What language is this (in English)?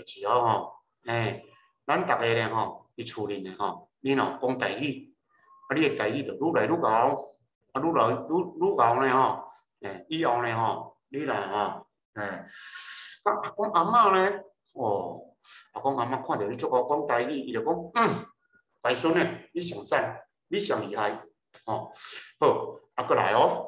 Min Nan Chinese